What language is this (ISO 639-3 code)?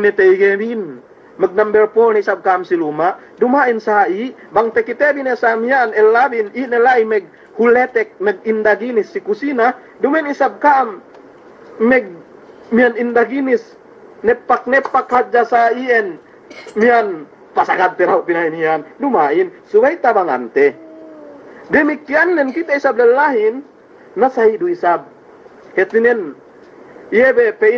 yka